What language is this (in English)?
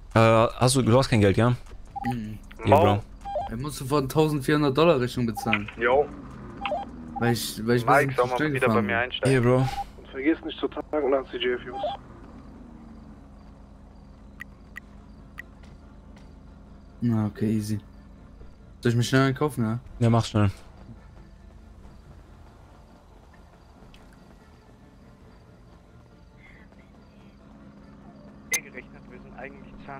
German